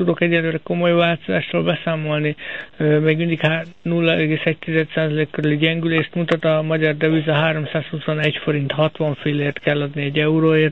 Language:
Hungarian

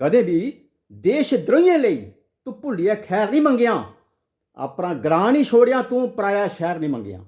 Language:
Dogri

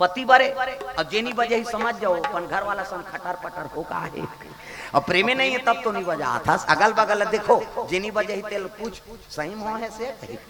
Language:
Chhattisgarhi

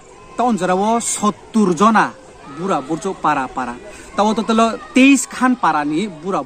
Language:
Riang (India)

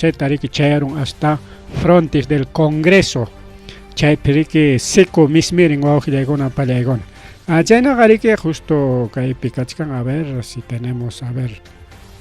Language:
Ayacucho Quechua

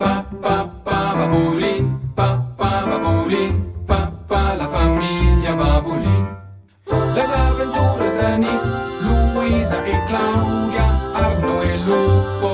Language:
Romansh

